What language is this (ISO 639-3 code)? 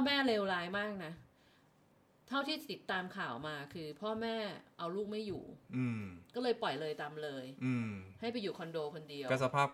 tha